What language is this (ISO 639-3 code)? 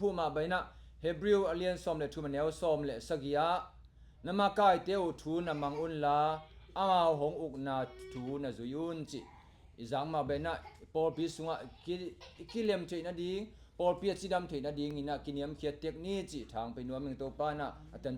ctd